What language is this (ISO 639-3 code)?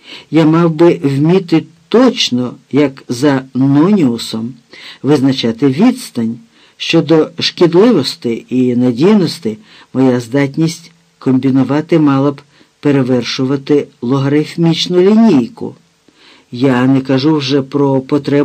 ukr